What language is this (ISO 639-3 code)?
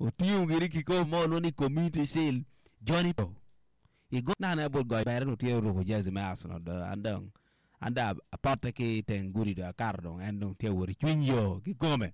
ach